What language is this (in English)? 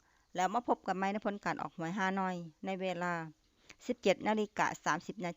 Lao